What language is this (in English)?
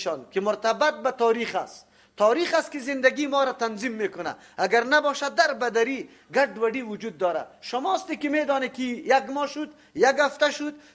Persian